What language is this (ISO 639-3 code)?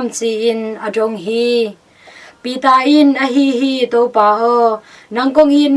ctd